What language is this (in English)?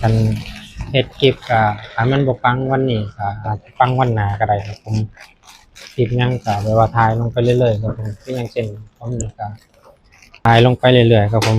Northeastern Thai